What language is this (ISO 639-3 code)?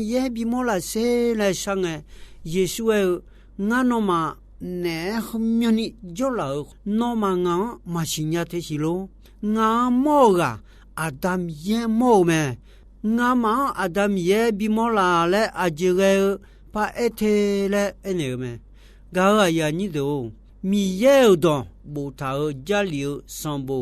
ahk